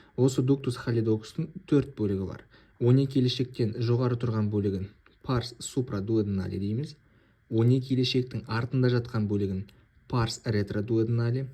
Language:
Kazakh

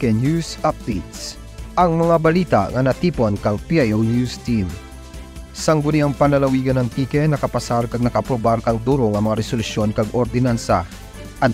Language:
Kinaray-a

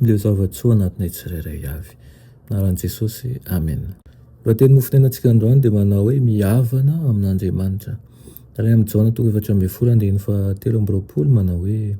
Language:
Malagasy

